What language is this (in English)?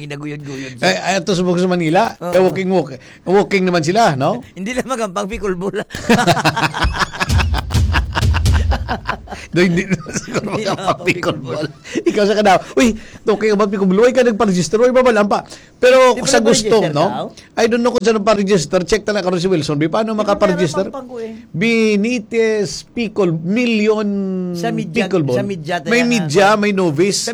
Filipino